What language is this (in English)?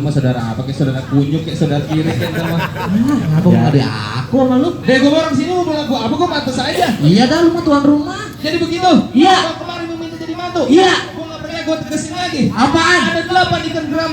Betawi